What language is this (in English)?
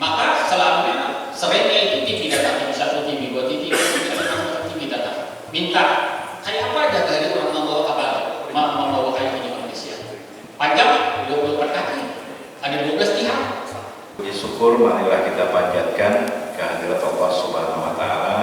Banjar